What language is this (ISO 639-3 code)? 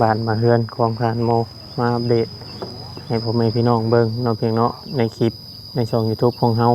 tts